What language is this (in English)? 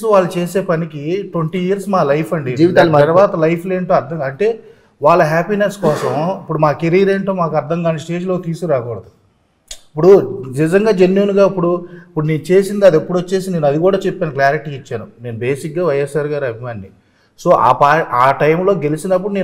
Telugu